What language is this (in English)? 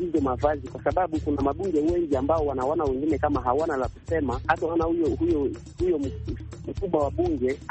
Swahili